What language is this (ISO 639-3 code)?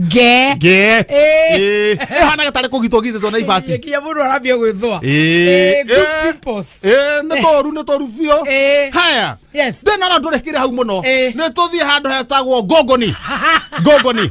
kik